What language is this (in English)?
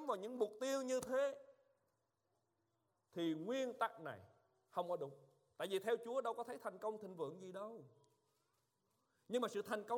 Vietnamese